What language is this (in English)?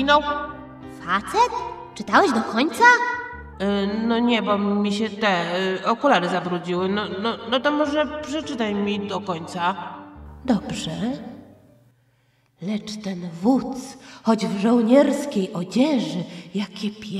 Polish